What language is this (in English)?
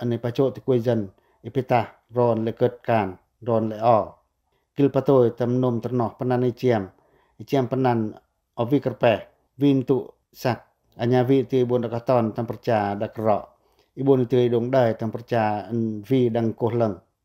Pacoh